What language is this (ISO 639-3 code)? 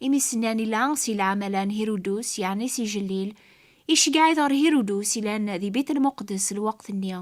kab